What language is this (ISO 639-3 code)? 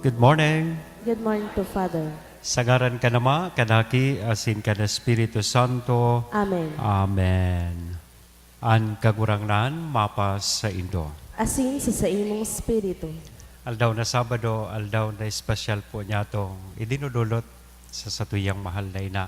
bik